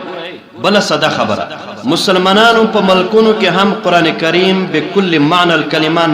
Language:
Pashto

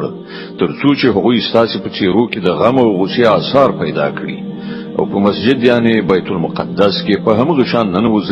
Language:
Pashto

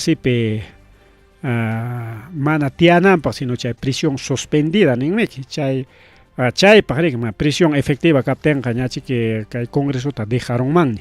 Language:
Ayacucho Quechua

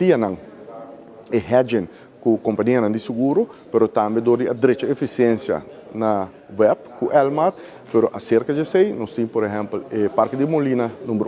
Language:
Papiamento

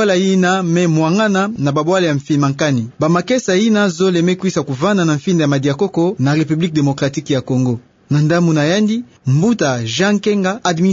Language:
Kituba (Democratic Republic of Congo)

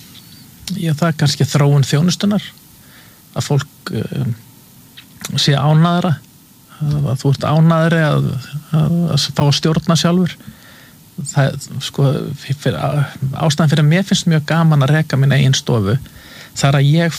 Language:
Icelandic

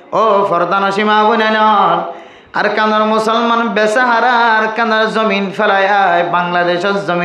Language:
Rohingya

